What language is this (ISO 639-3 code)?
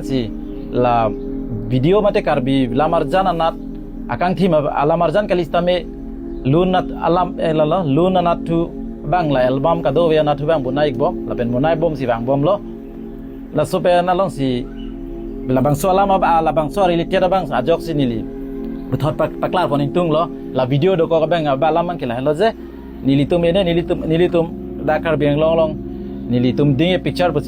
mjw